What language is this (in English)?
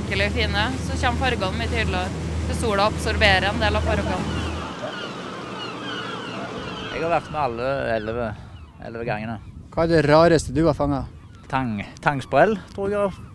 Norwegian